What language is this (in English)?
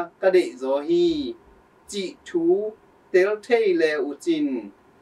Tedim Chin